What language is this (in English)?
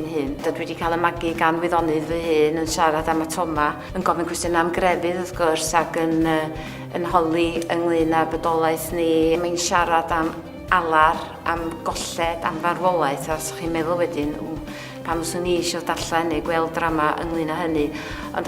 Welsh